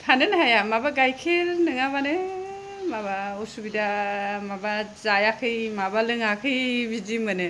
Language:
Bodo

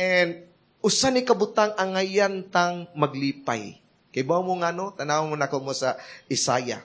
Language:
Cebuano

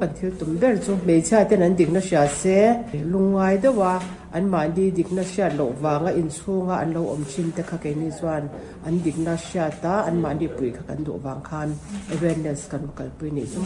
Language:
Mizo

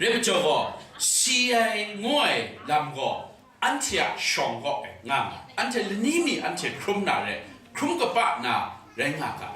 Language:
Kachin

